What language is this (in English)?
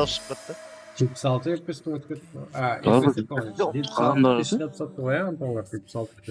Kara-Kalpak